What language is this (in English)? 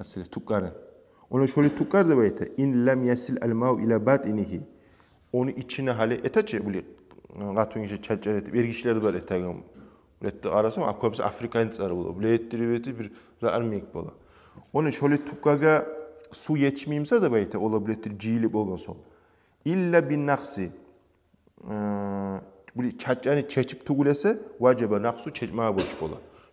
Kumyk